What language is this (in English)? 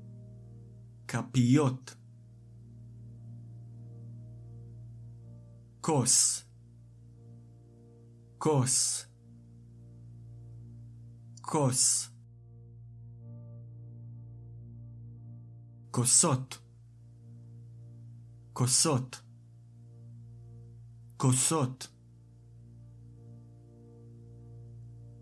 Hebrew